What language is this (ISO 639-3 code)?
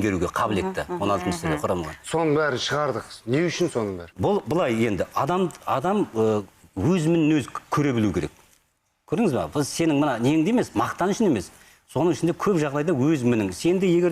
kaz